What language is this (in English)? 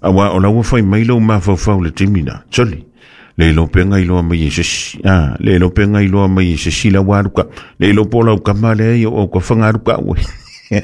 Samoan